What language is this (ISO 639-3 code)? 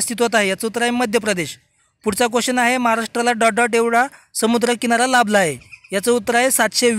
mar